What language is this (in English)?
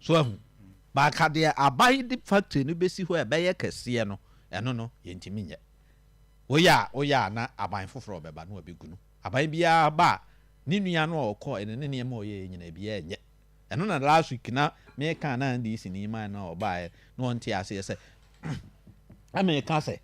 Akan